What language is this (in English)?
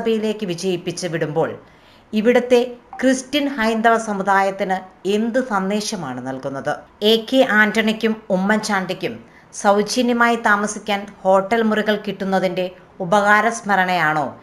Malayalam